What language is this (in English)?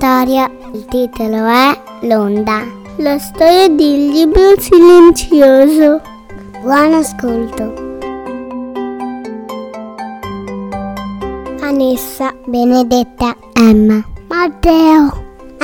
Italian